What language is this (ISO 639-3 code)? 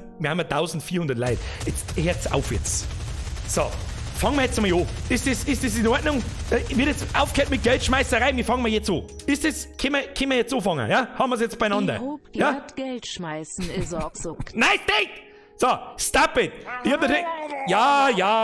bar